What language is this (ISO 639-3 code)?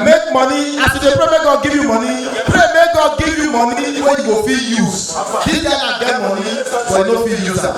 pcm